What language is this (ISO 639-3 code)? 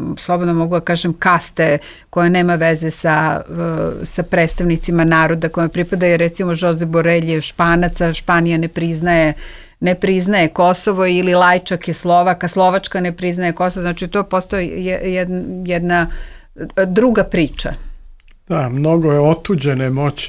srp